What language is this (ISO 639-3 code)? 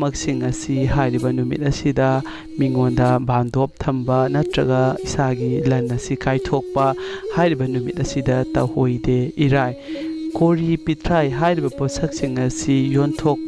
mni